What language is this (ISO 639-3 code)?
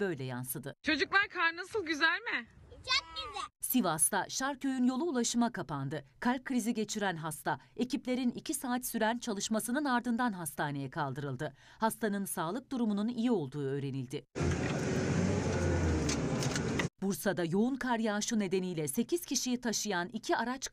tur